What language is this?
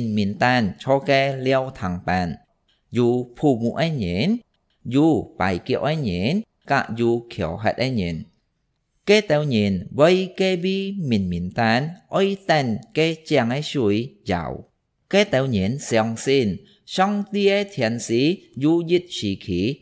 Hakka Chinese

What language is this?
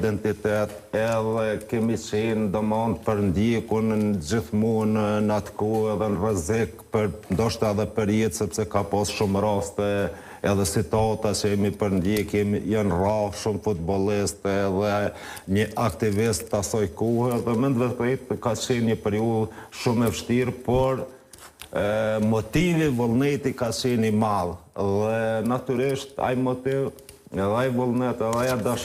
Albanian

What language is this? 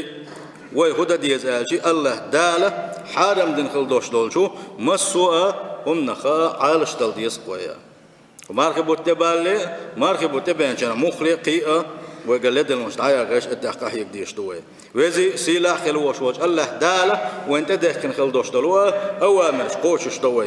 Chechen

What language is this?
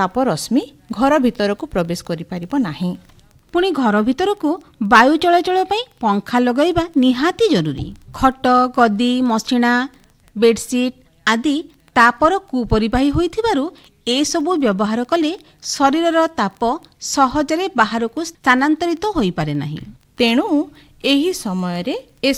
Odia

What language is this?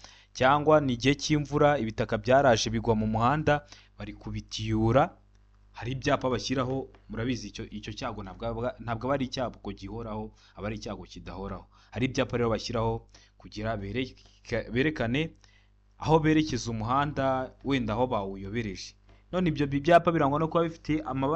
Kinyarwanda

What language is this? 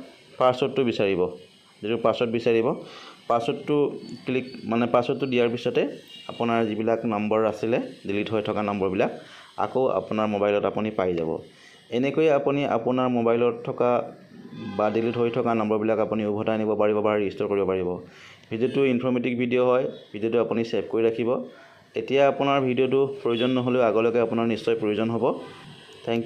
Assamese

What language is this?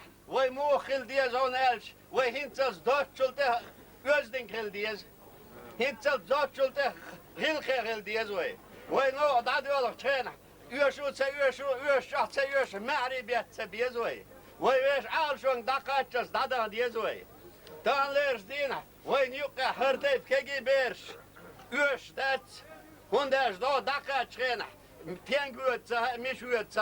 Chechen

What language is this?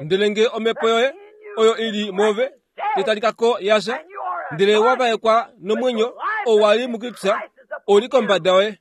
Kuanyama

